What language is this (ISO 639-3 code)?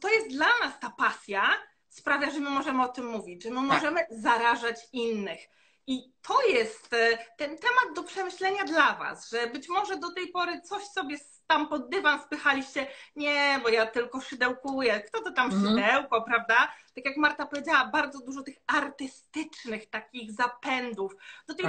pol